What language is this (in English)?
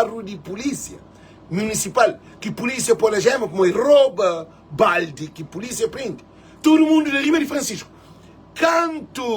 Kabuverdianu